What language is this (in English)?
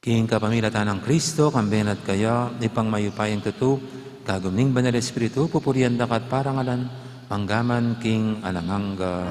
Pampanga